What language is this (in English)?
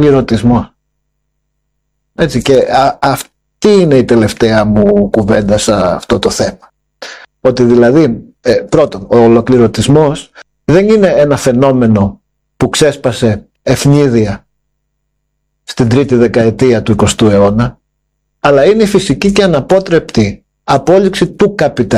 Greek